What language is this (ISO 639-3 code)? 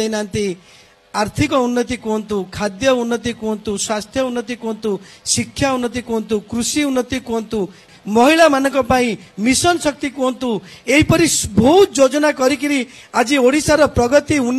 ori